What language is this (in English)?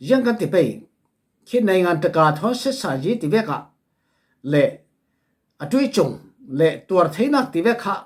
Falam Chin